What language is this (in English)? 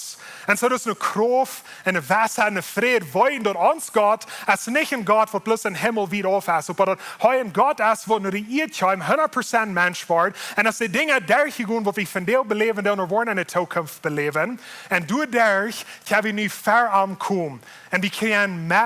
Plautdietsch